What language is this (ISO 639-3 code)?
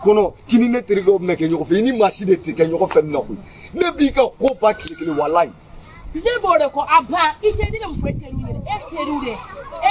bam